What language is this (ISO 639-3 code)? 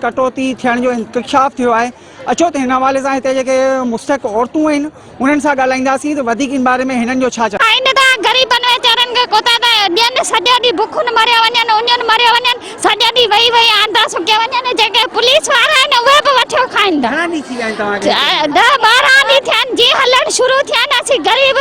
snd